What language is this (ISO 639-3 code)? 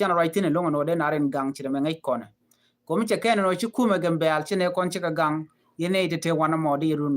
nus